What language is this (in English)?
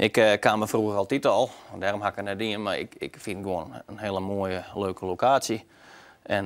Western Frisian